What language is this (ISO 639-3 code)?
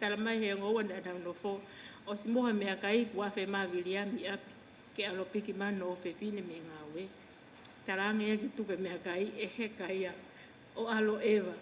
ton